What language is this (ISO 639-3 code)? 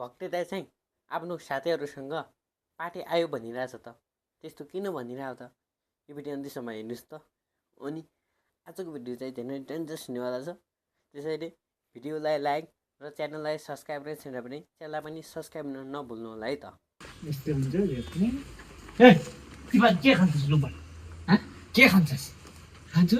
nep